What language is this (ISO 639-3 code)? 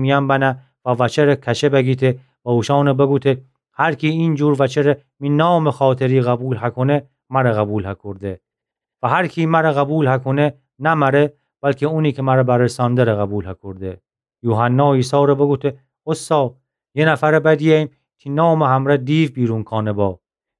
glk